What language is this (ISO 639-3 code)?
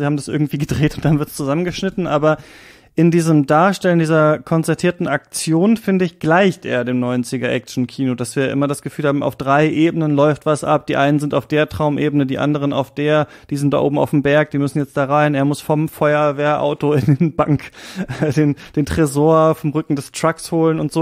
deu